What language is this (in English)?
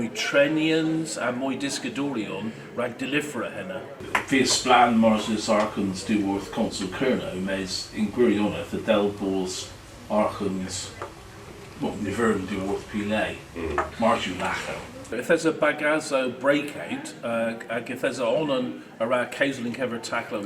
Cornish